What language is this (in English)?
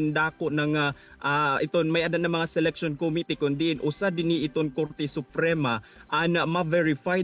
Waray